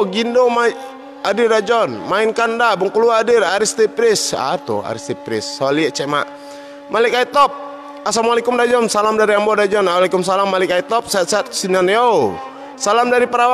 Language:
Minangkabau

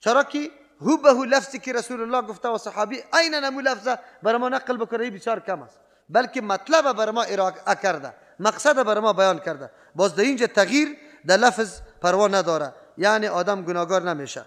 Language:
Persian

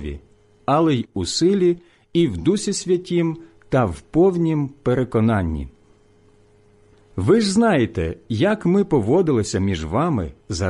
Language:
Ukrainian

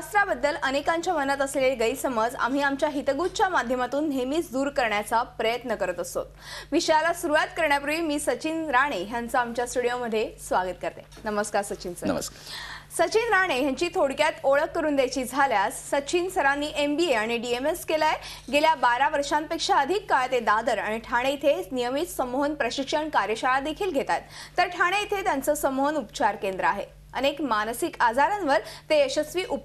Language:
Marathi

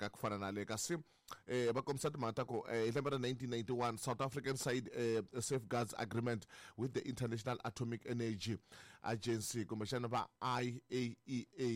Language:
Tsonga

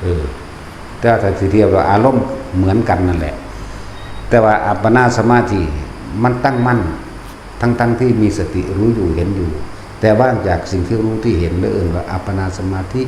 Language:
Northeastern Thai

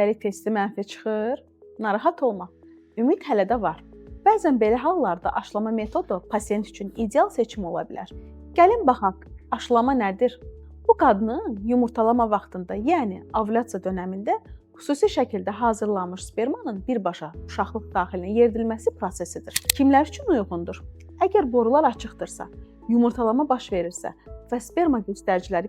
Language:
Azerbaijani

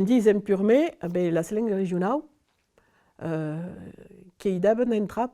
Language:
Occitan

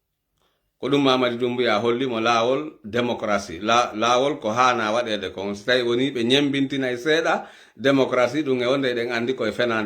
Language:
Fula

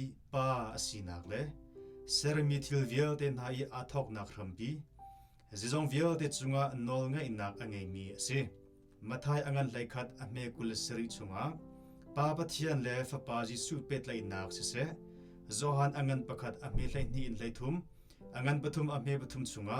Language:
Hakha Chin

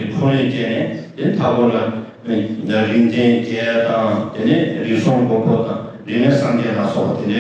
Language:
Tibetan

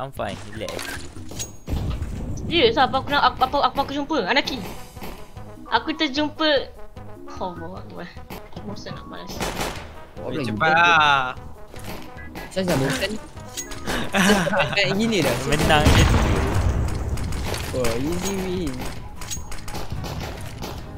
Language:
Malay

